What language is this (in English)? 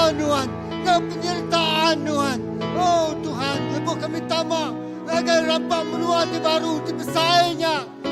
Iban